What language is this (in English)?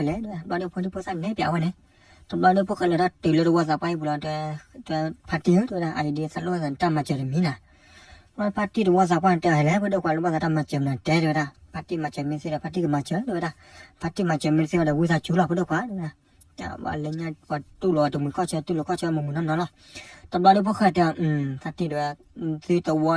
S'gaw Karen